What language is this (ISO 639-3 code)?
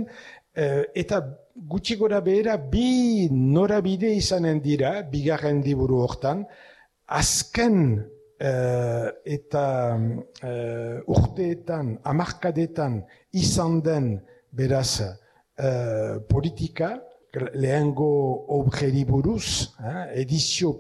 eus